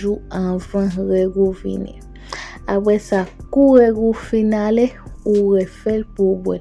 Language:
Haitian Creole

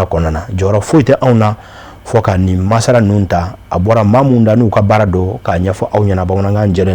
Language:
Bambara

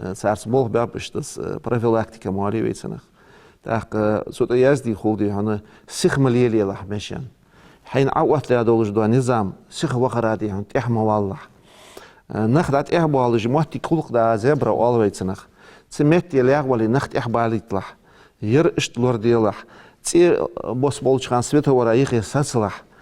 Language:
Ingush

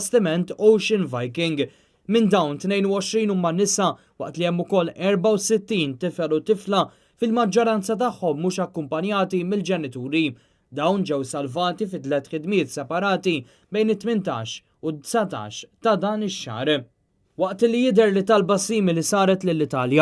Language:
Maltese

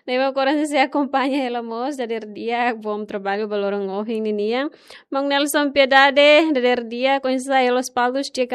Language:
Tetum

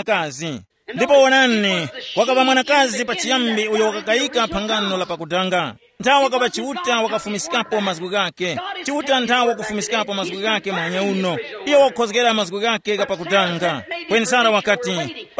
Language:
Tumbuka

